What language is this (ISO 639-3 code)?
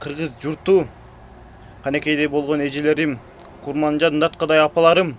kir